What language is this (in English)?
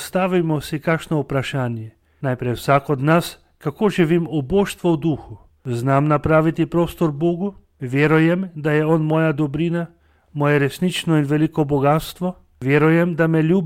Slovenian